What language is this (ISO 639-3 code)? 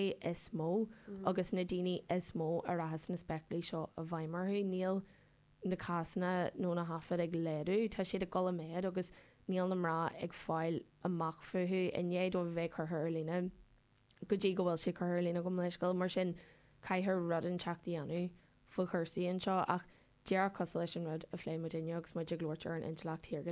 gle